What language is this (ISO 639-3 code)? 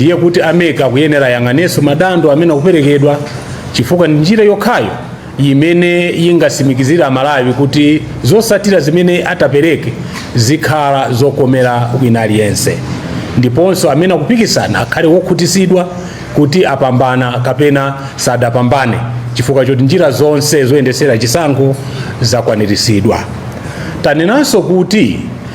nya